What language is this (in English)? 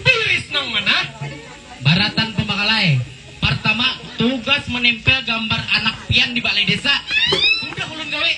Banjar